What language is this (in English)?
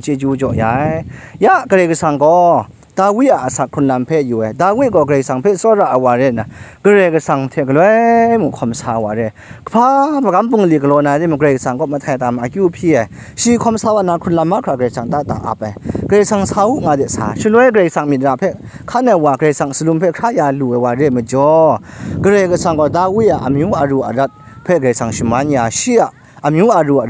Kachin